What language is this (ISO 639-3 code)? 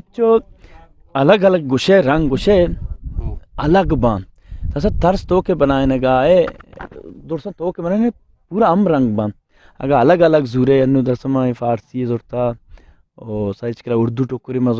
bgp